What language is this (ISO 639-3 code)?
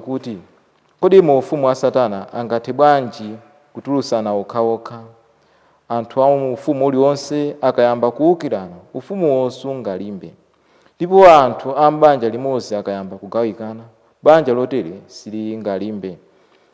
nya